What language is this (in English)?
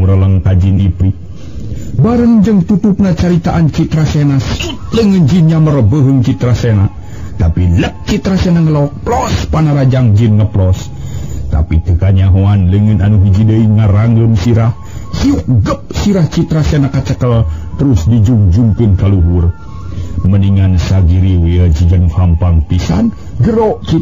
Sundanese